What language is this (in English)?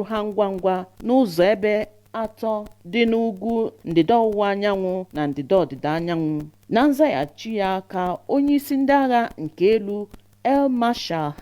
Igbo